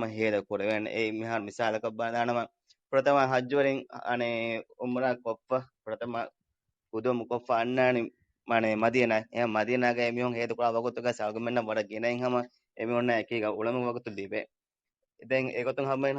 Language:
Divehi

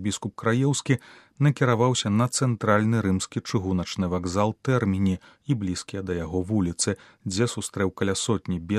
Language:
Belarusian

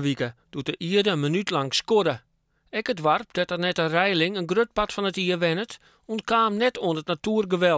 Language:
Western Frisian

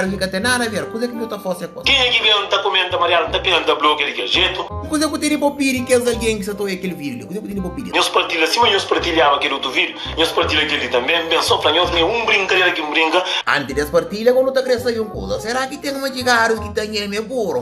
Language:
Kabuverdianu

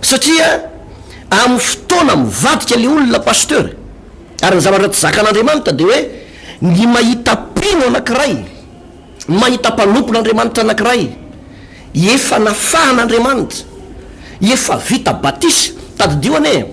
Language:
Malagasy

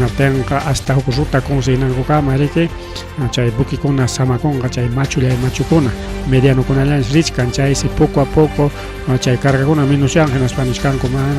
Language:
Ayacucho Quechua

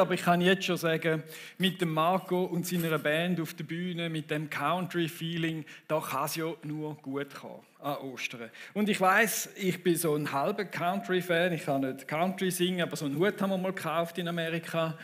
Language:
Swiss German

